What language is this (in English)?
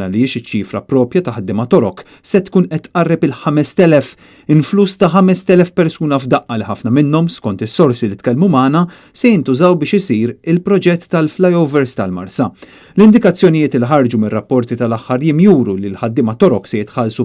Maltese